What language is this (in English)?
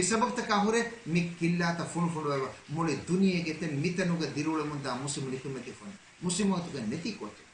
Divehi